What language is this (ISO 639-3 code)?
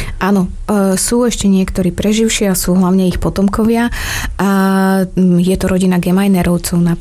slk